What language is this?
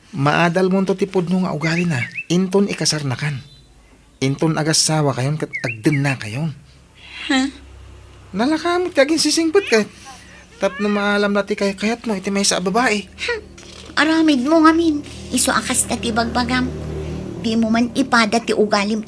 Iloko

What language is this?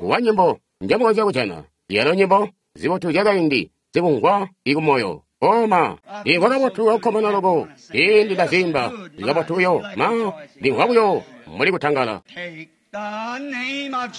Tonga (Zambia)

